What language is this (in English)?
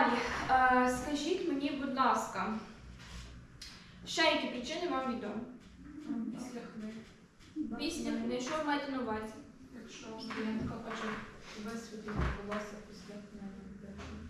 Ukrainian